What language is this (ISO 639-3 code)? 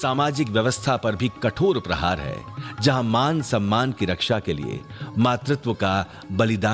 hin